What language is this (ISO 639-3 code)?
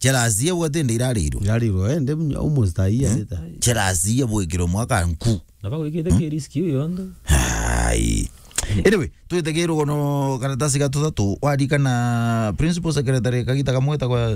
mer